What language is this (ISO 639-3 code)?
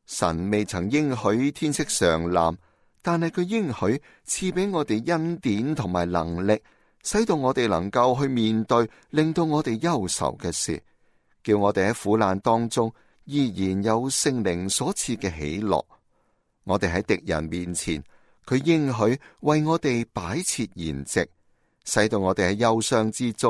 yue